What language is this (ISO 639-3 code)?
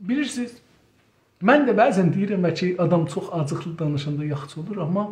azb